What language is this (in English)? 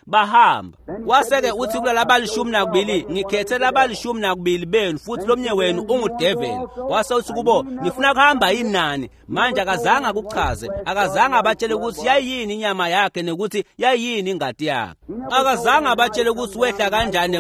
Swati